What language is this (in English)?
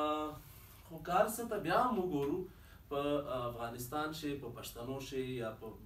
Pashto